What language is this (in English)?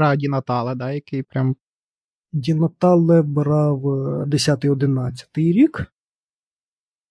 Ukrainian